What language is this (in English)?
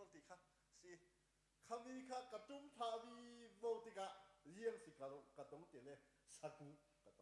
Hakha Chin